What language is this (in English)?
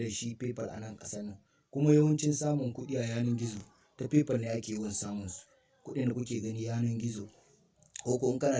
Hausa